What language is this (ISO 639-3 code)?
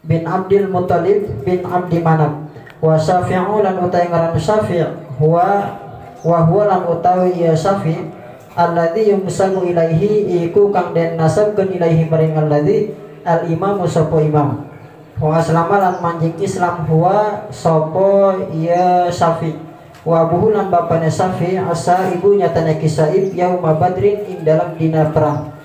sun